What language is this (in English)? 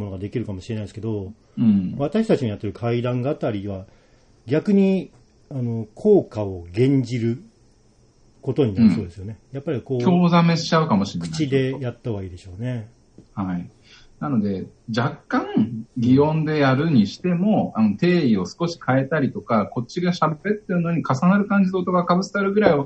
Japanese